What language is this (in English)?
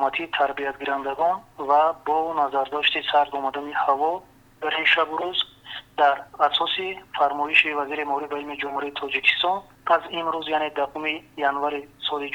Tajik